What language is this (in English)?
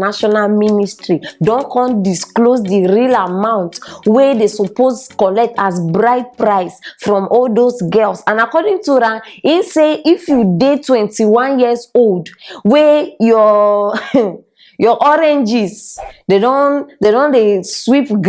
Nigerian Pidgin